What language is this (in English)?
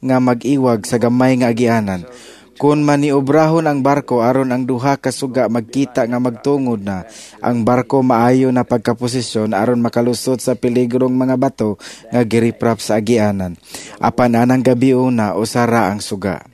Cebuano